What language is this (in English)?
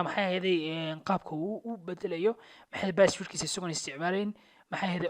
Somali